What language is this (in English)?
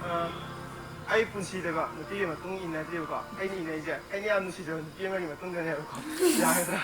Manipuri